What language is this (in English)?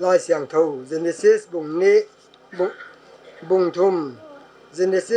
Paite Chin